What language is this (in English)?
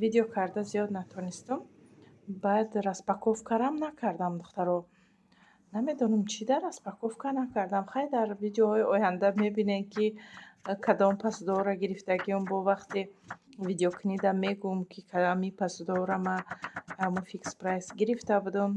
Tajik